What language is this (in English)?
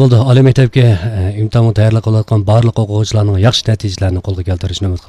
Uyghur